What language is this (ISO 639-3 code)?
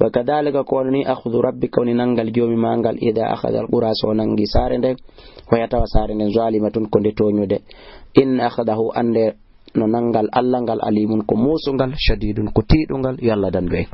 ful